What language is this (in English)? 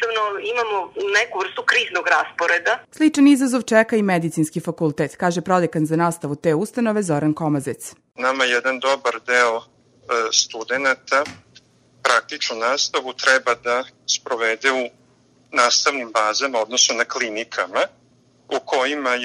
Serbian